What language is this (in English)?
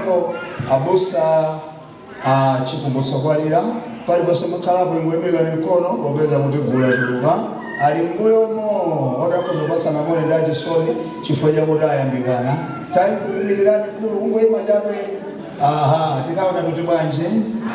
Nyanja